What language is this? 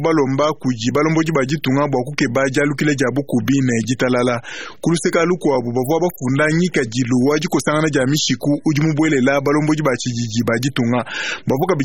Luba-Lulua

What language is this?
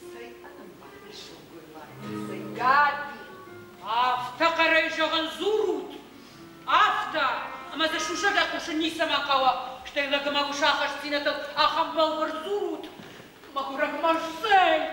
Ossetic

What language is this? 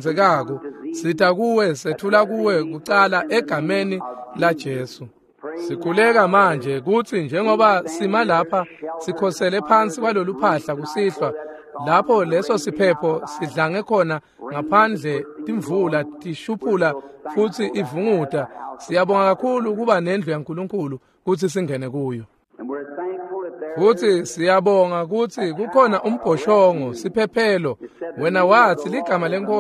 Swati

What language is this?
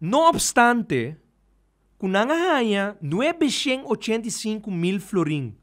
Papiamento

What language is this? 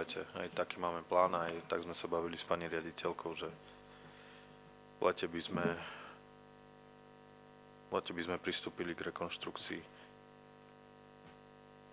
Slovak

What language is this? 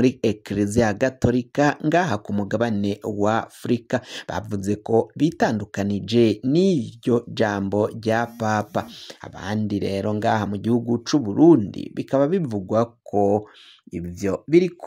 Rundi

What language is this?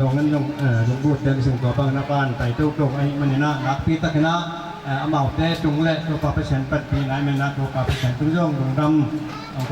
Tedim Chin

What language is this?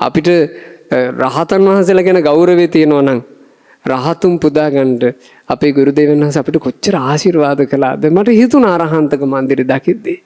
Sinhala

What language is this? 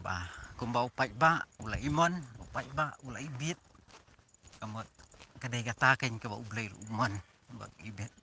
Khasi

